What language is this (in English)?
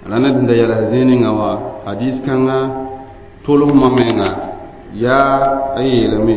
Mossi